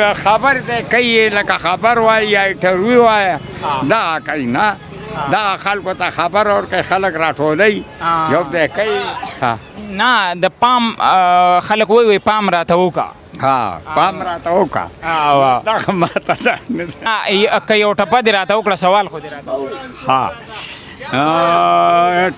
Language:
Pashto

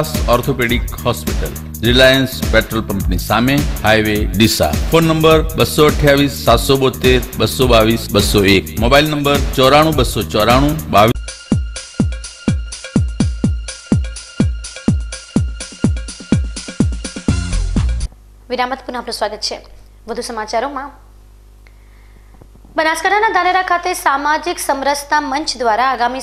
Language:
Gujarati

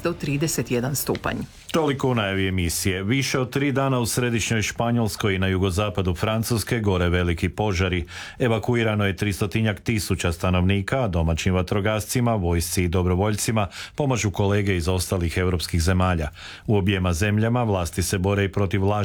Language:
Croatian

